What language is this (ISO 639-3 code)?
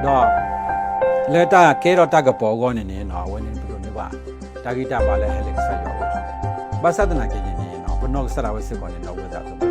ksw